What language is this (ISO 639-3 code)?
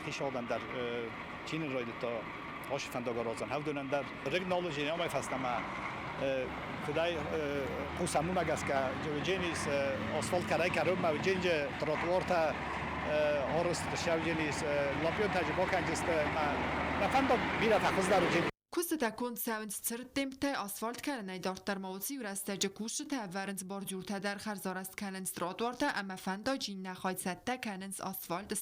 oss